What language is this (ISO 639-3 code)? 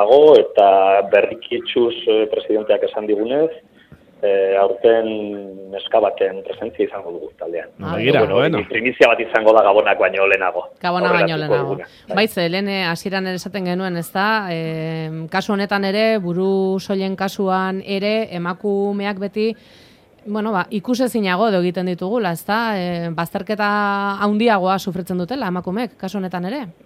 eus